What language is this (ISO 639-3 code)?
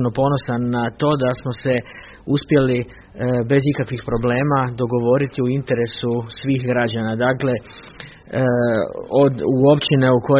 hrv